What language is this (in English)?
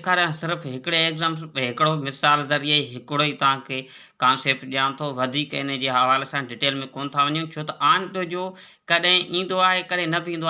Sindhi